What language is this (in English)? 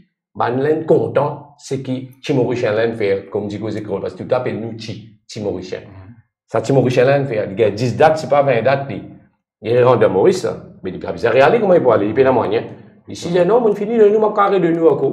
Morisyen